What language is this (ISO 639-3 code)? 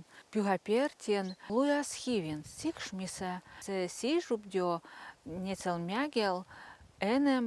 vep